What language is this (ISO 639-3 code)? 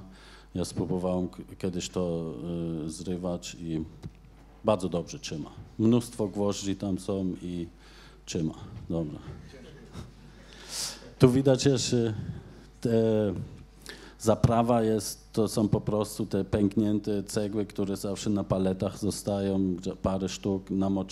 pol